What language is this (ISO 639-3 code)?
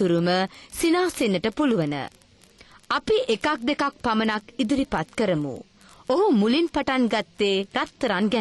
sin